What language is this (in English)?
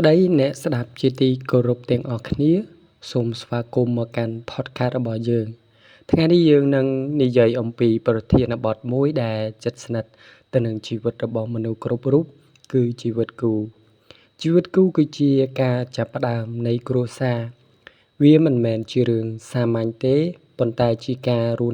Khmer